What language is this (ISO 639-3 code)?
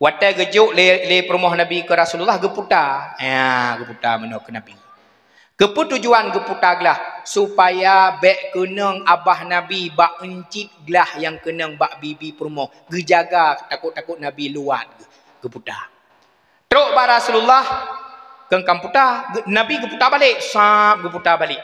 ace